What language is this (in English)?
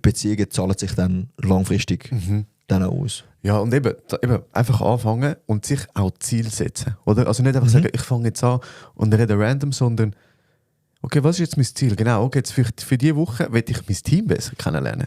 Swiss German